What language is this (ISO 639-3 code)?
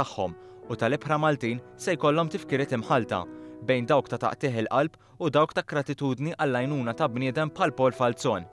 mlt